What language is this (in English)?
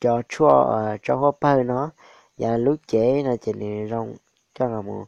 Hmong